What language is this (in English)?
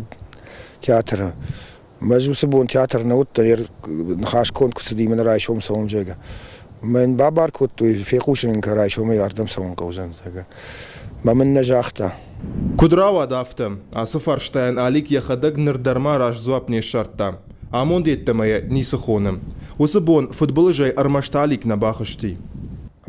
Ossetic